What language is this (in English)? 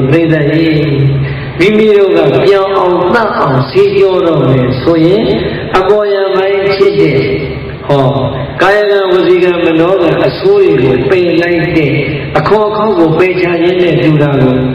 Burmese